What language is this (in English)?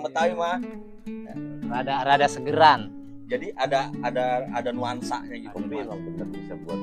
Betawi